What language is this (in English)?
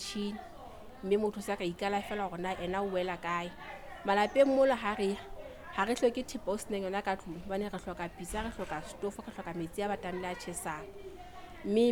Southern Sotho